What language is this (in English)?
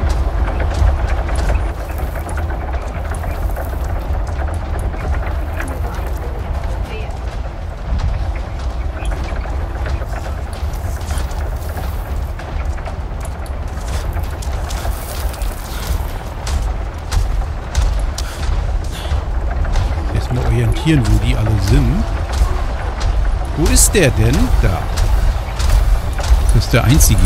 German